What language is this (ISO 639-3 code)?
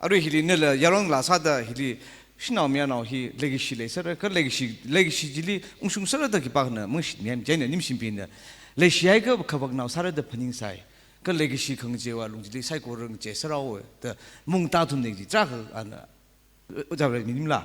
nmf